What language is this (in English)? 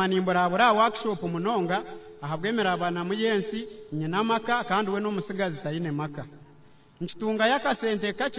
Nyankole